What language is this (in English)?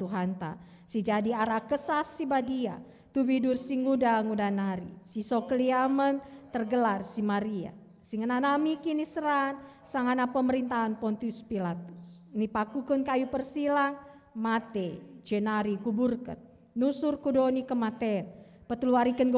Batak Karo